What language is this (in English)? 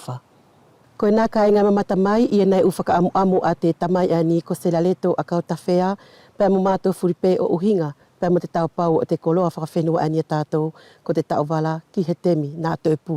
Wallisian